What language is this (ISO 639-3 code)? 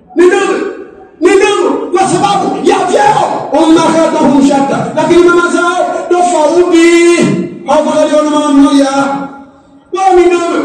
swa